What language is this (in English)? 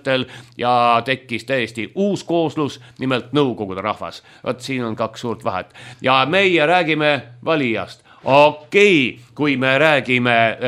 Estonian